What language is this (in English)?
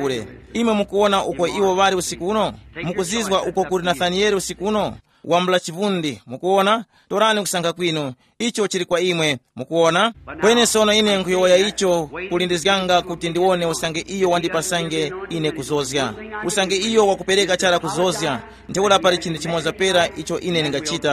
Tumbuka